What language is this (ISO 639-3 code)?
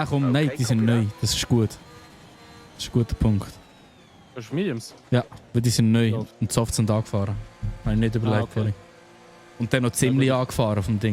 gsw